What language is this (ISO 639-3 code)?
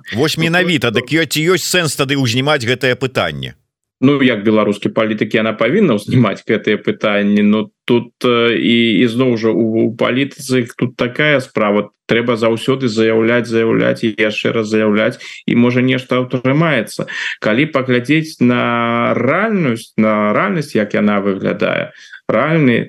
bel